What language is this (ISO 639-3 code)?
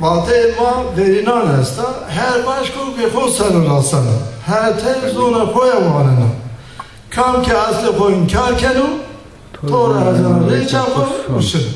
zza